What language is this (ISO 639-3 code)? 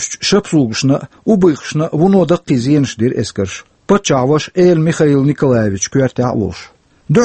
che